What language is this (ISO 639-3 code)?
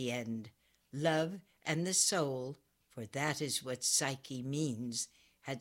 eng